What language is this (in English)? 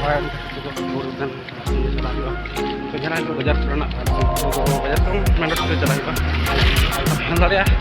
Santali